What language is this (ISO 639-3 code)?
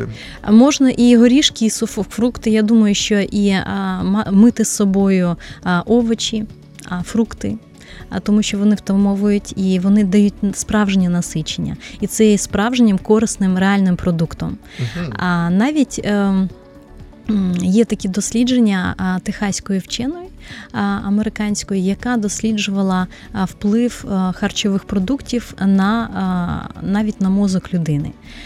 ukr